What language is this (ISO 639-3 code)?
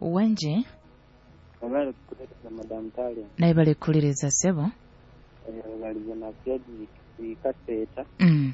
nyo